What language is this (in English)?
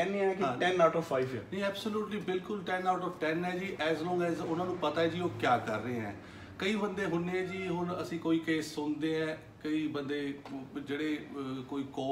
Punjabi